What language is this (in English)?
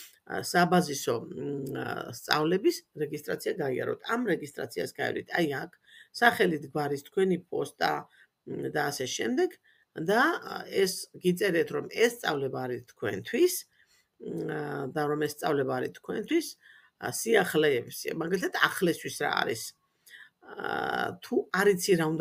Georgian